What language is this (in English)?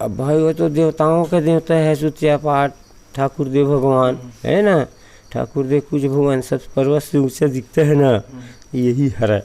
Chhattisgarhi